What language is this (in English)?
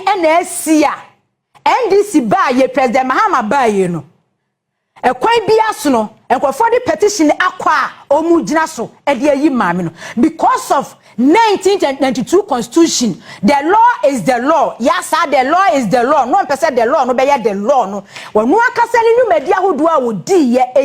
Akan